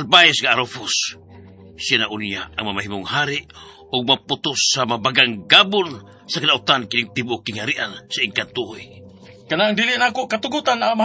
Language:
Cebuano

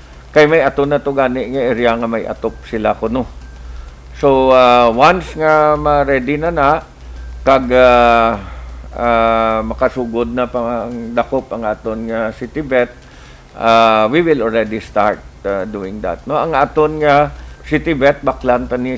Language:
Hiligaynon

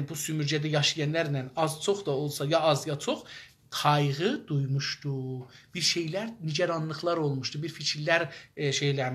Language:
South Azerbaijani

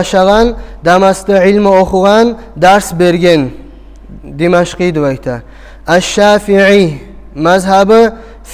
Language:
Kumyk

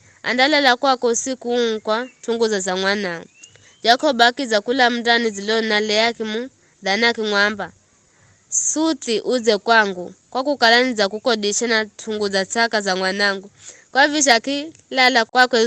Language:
Giryama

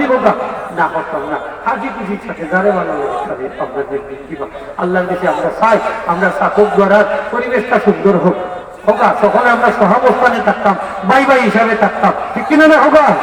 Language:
Sylheti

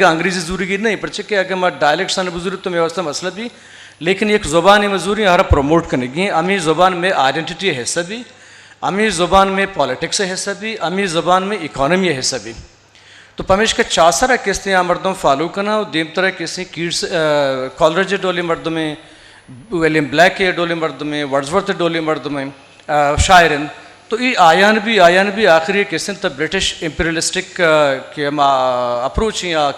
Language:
Eastern Balochi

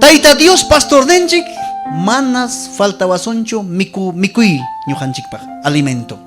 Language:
Ayacucho Quechua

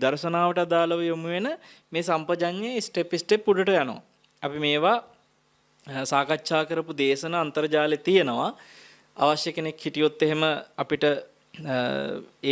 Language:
Sinhala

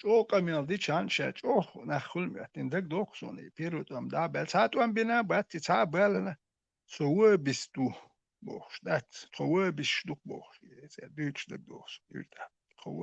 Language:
Chechen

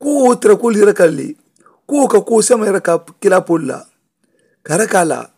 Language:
Mandingo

